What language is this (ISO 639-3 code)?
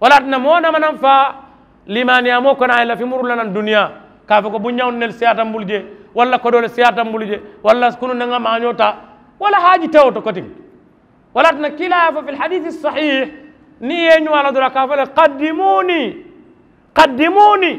man